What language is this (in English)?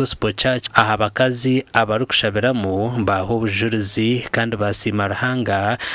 Nyankole